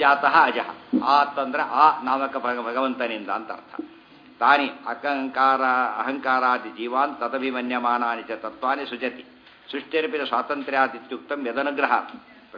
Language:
Kannada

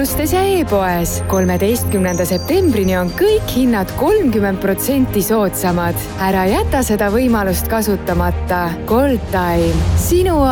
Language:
Estonian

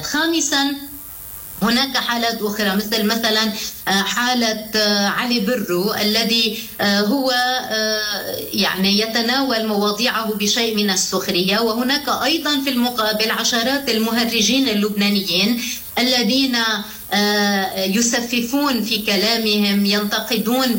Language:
Arabic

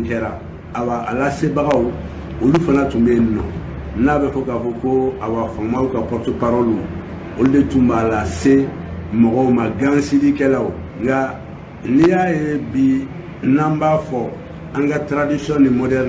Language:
Bambara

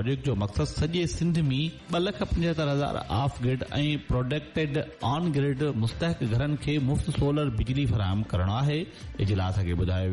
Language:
Sindhi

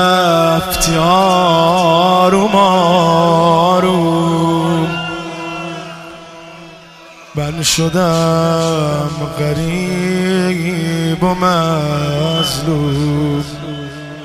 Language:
Persian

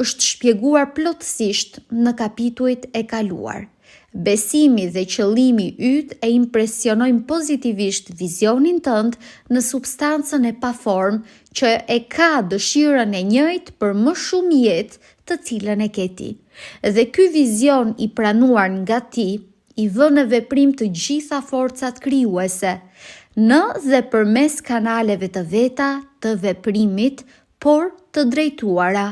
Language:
Albanian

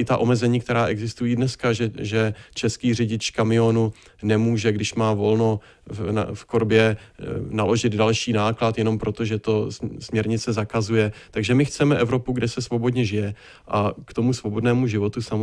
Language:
Czech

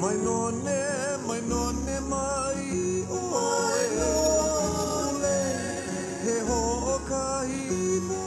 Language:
Hawaiian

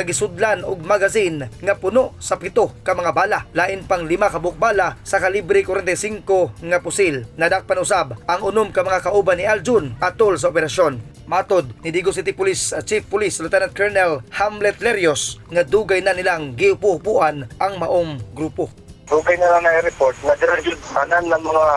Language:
Cebuano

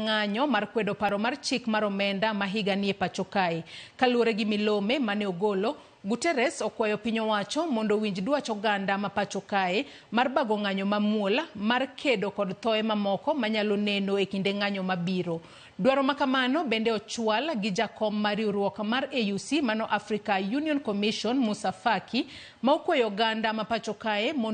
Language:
Luo (Kenya and Tanzania)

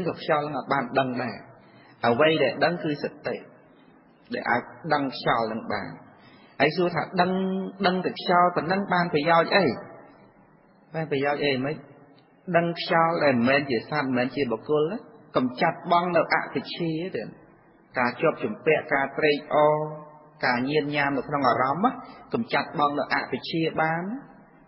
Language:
Khmer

